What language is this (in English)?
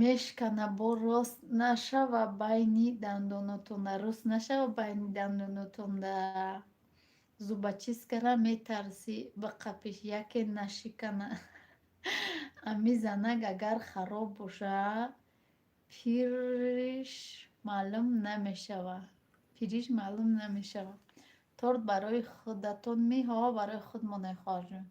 Tajik